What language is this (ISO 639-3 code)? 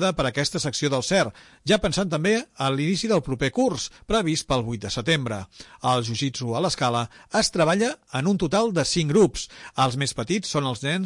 cat